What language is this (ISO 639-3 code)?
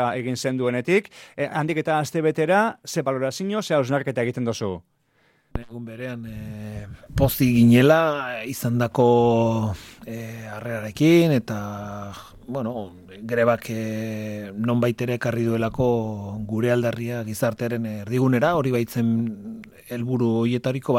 eus